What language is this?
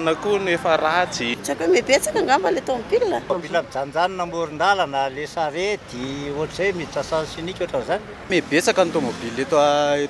Malagasy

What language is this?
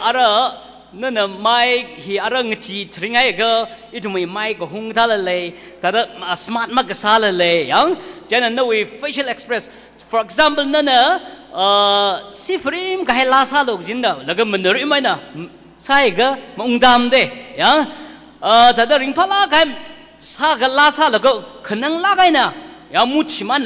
Tangkhul Naga (India)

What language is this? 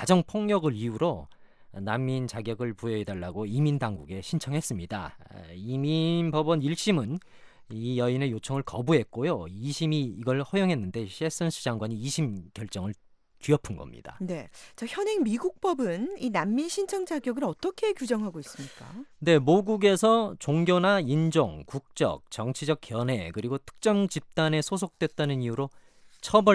Korean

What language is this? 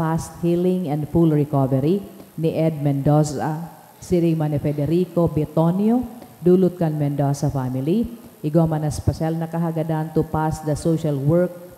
Bikol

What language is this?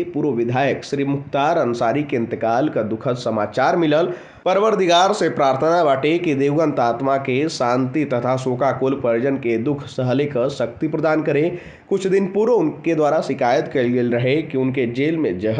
Bhojpuri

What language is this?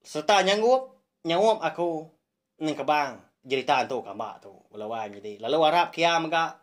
Iban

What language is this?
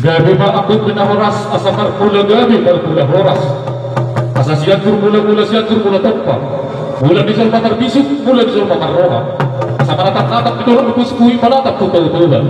Batak Toba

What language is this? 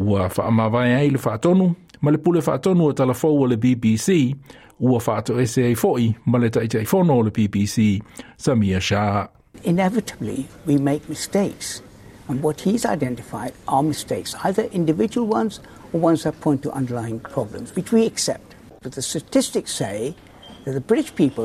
Samoan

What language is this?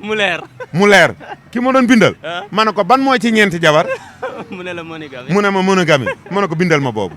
Wolof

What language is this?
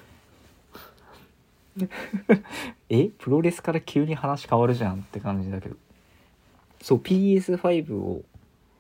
Japanese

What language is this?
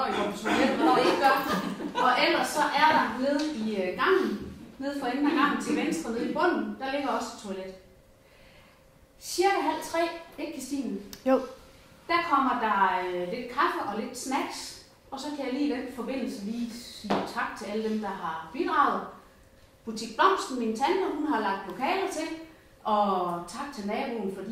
Danish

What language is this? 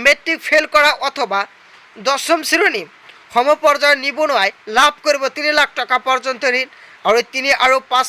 Assamese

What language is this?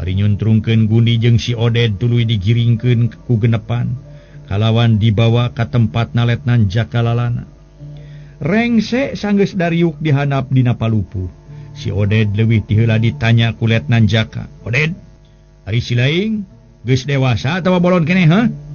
Sundanese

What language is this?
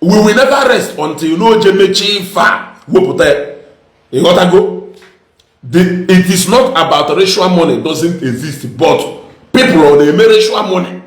Igbo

